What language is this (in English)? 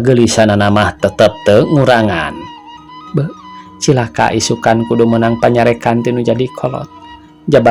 Sundanese